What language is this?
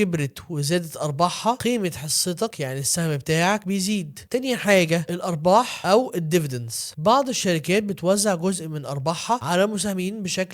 Egyptian Arabic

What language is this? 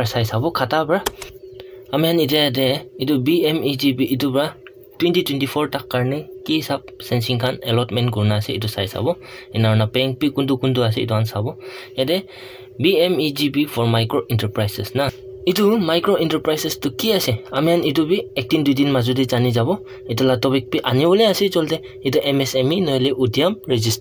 Naga Pidgin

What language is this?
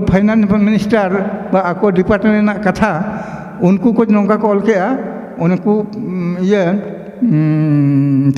Santali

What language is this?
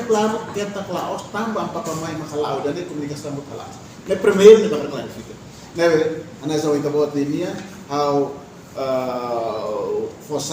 Tetum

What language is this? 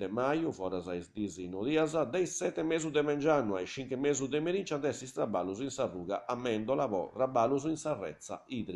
Sardinian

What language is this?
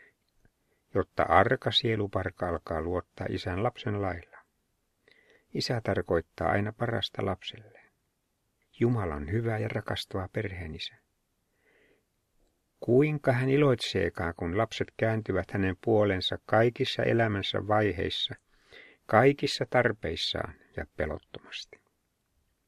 Finnish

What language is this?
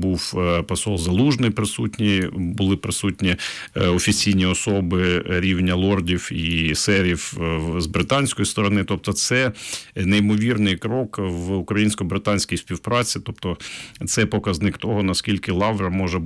Ukrainian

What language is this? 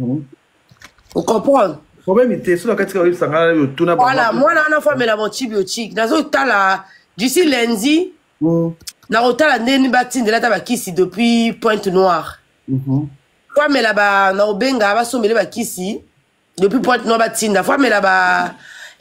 Lingala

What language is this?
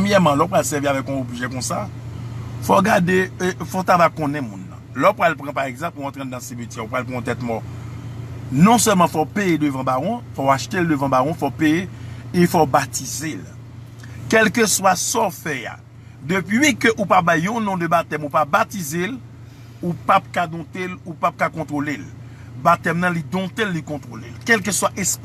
Haitian Creole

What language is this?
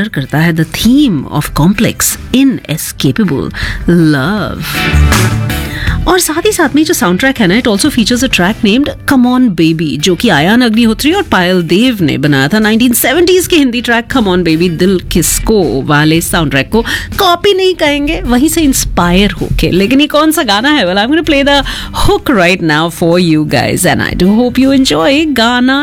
Hindi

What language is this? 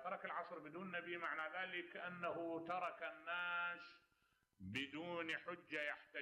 Mesopotamian Arabic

